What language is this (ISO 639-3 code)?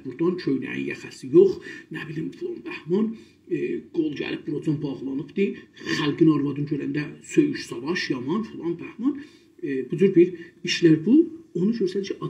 azb